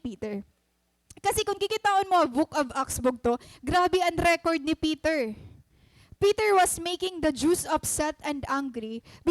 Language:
Waray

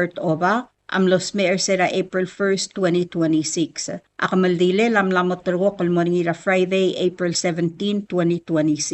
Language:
Palauan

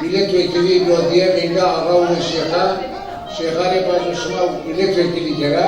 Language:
Zaza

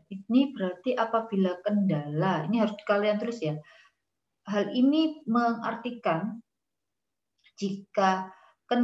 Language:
Indonesian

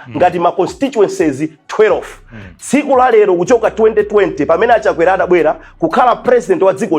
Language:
Nyanja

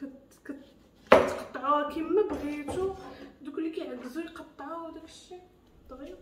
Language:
Moroccan Arabic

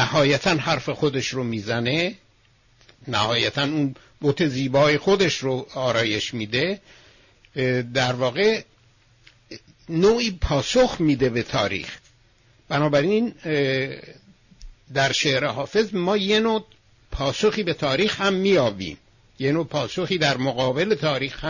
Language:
Persian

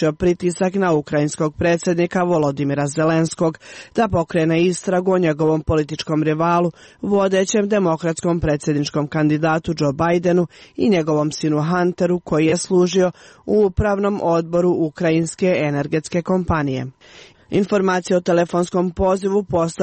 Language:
Croatian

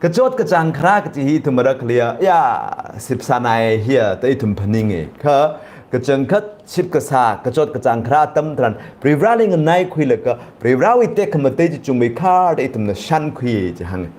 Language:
Tangkhul Naga (India)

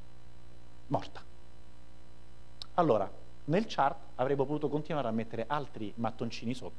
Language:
Italian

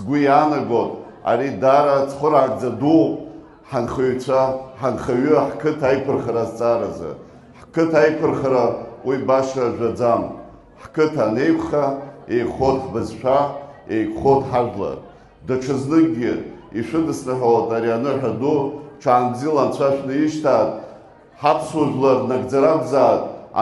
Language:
Abkhazian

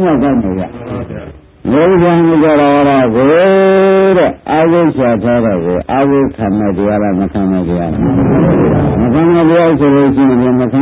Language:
Burmese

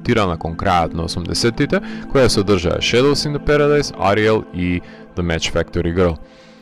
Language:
Macedonian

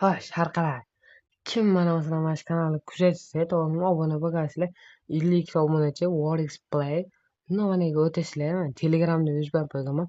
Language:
Uzbek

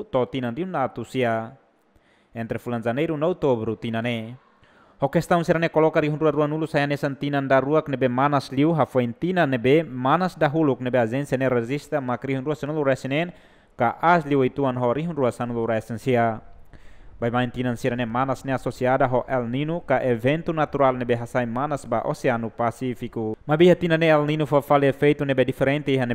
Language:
Tetum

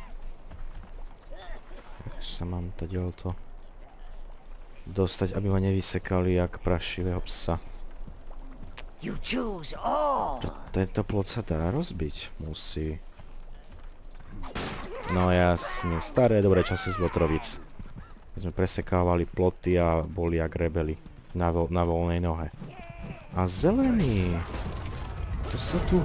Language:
Slovak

